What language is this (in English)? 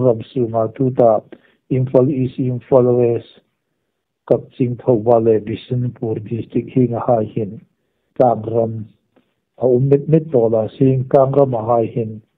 Hmar